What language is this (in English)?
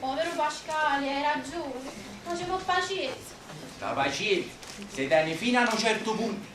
Neapolitan